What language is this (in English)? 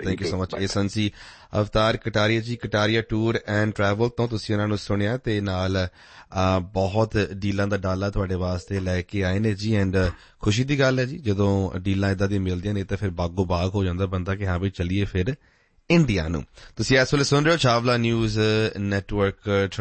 Punjabi